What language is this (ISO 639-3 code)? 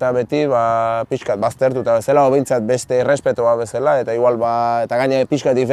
eus